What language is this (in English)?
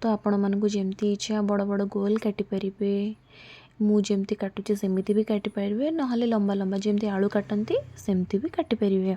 Odia